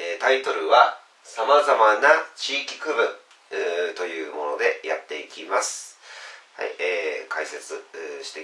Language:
Japanese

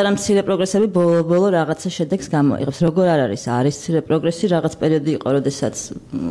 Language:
Georgian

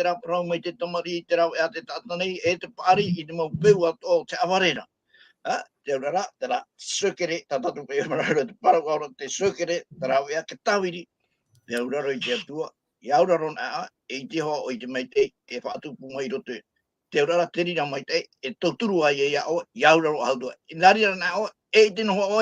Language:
Tahitian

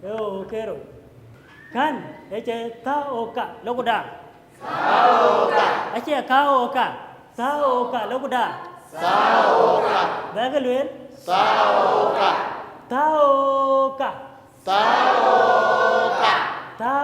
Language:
Dinka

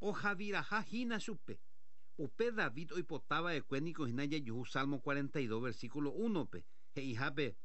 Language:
Guarani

